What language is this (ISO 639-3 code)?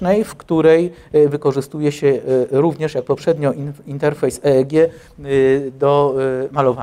pol